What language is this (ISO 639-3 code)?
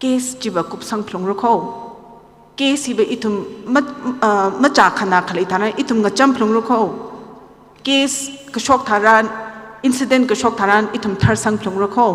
nmf